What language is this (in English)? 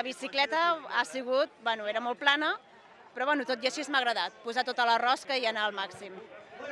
Catalan